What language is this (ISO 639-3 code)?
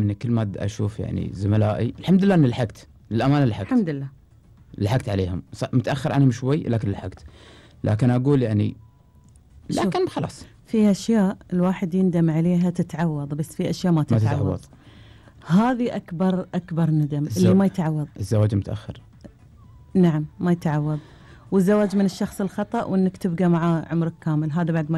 afb